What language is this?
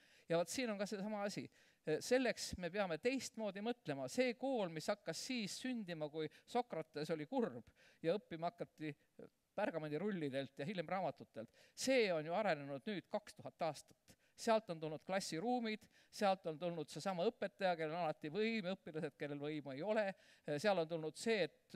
Estonian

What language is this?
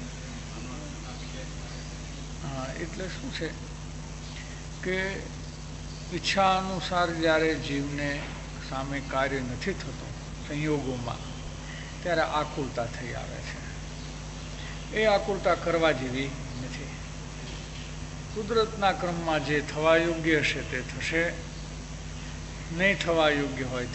Gujarati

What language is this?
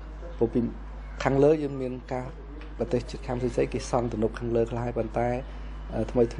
Khmer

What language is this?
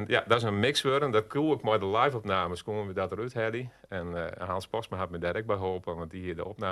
Western Frisian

